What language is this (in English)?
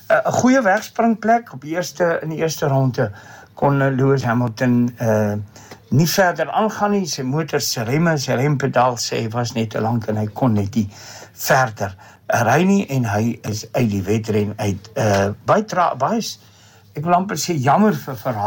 Afrikaans